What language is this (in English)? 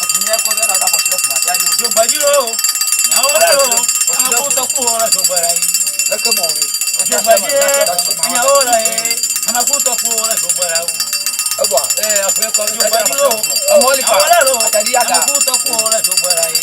Ewe